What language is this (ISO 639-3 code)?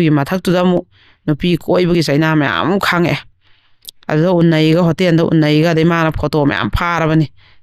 mni